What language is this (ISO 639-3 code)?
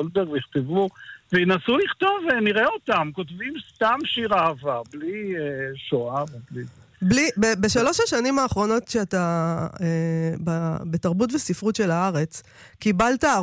heb